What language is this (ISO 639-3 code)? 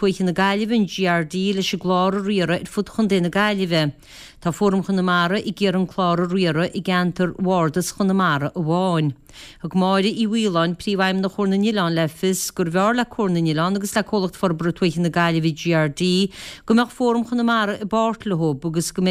gle